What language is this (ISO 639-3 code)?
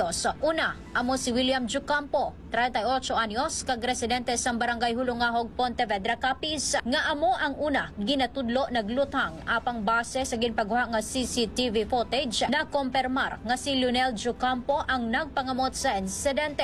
hil